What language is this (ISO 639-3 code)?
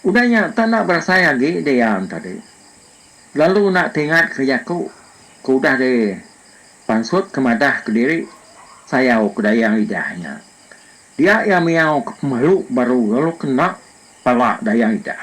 iba